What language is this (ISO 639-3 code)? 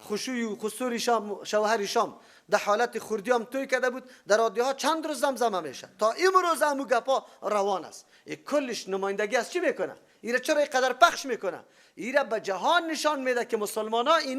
fas